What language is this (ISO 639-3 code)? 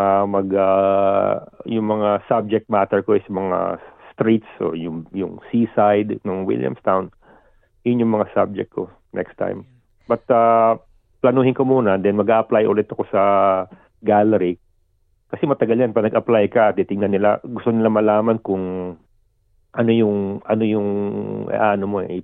fil